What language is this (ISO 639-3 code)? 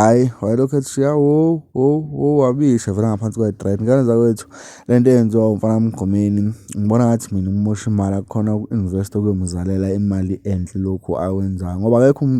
zul